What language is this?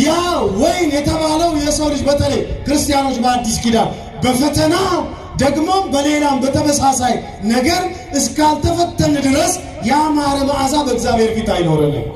Amharic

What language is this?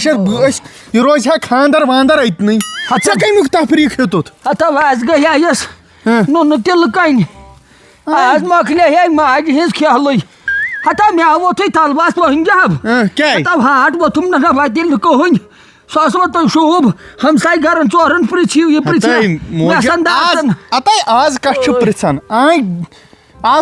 Kashmiri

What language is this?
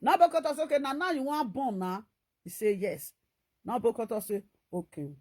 Nigerian Pidgin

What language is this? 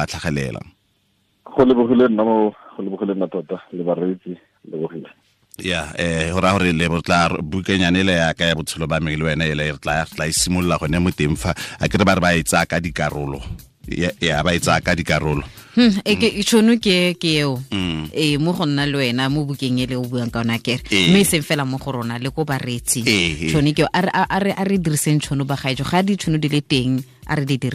Tswana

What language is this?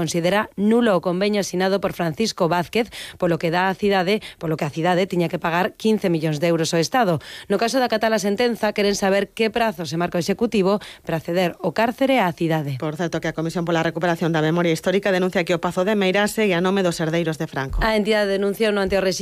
Galician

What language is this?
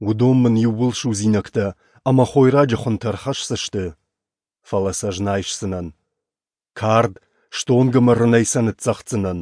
Ossetic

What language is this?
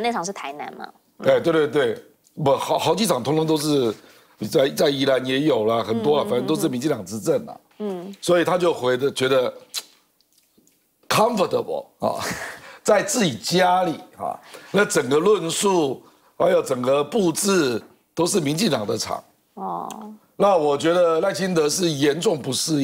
Chinese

